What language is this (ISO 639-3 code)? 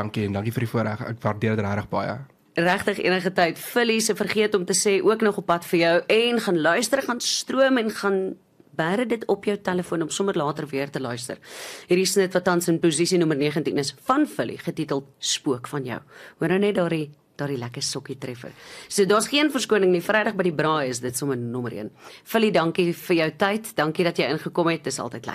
afr